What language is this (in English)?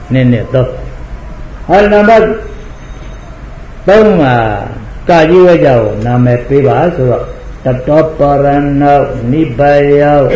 Burmese